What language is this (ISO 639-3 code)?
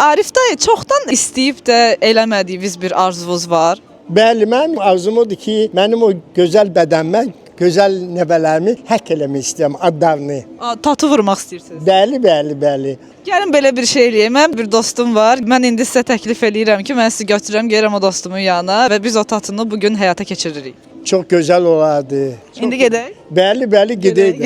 aze